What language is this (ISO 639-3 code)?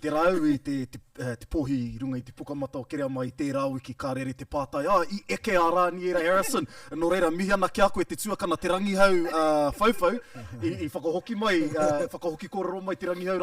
mri